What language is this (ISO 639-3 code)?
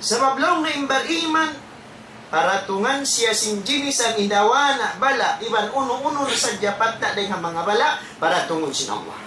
tsg